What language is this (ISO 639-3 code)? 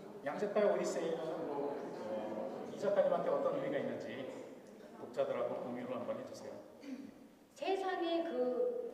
kor